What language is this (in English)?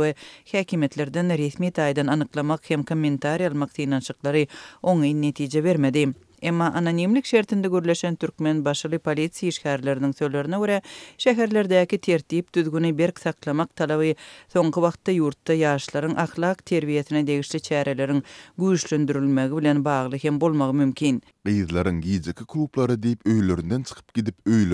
Turkmen